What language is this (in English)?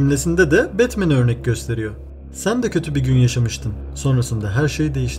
Turkish